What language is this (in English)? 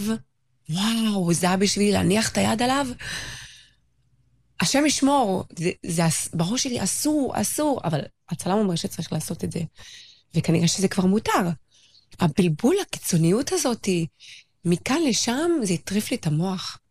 Hebrew